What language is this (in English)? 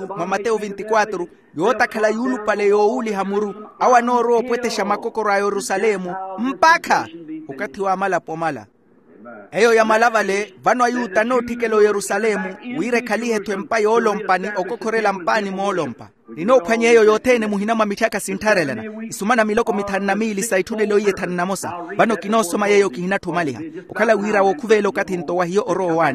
Makhuwa